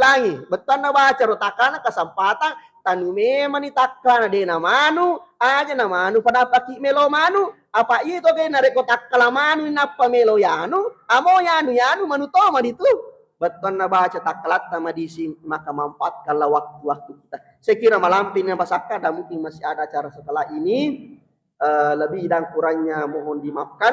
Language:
Buginese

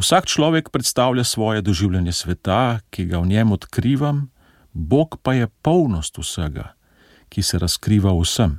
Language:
Slovenian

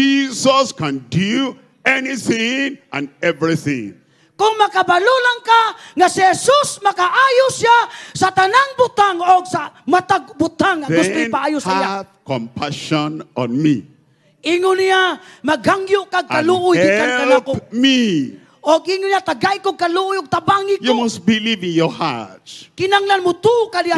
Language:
Cebuano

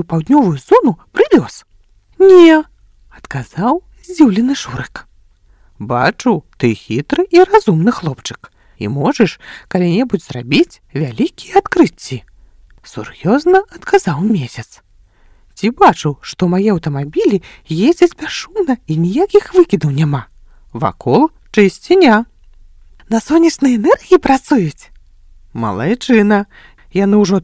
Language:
Belarusian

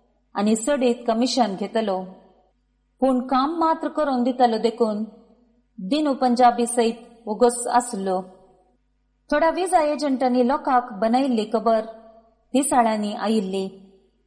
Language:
Konkani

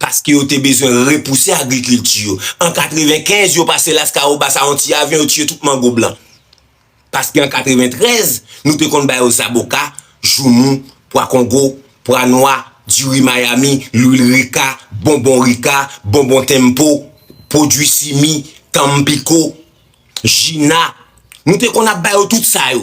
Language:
Haitian Creole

